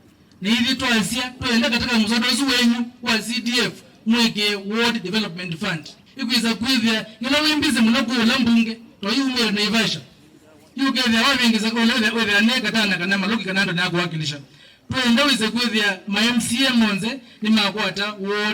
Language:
Kamba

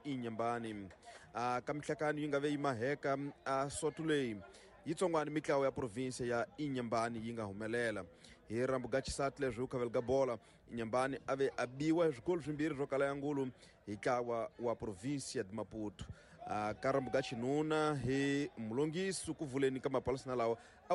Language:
Tsonga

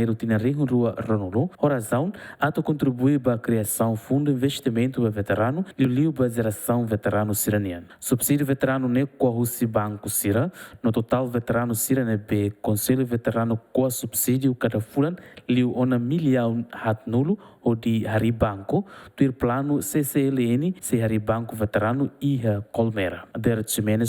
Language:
Tetum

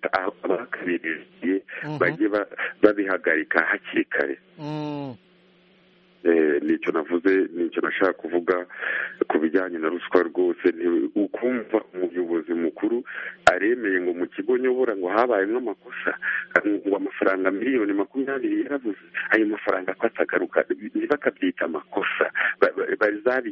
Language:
Kinyarwanda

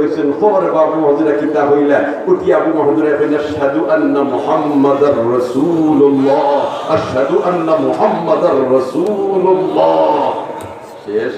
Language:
Sylheti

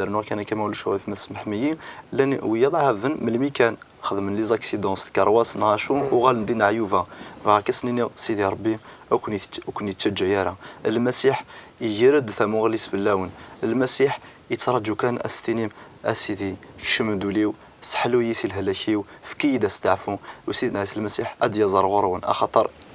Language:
Kabyle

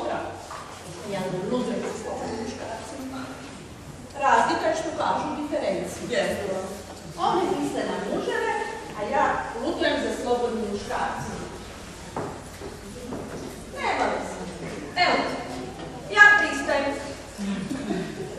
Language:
Croatian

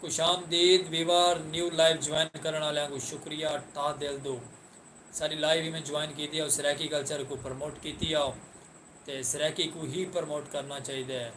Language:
Saraiki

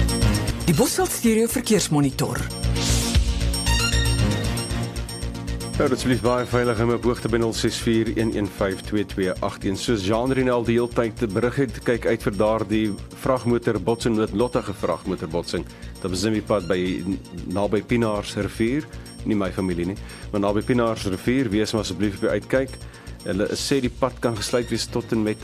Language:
Afrikaans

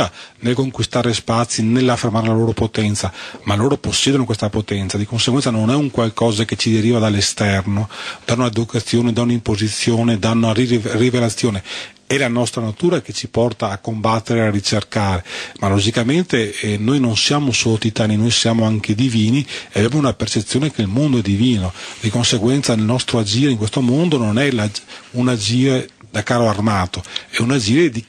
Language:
Italian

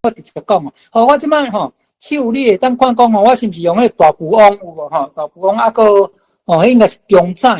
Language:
Min Nan Chinese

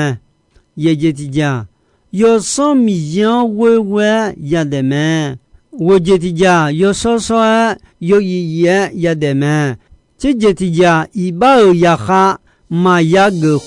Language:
Akha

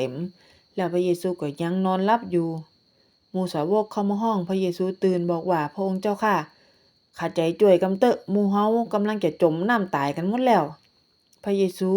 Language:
Northern Thai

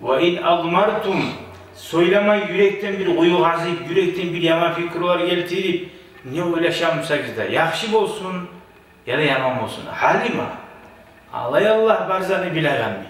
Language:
Kumyk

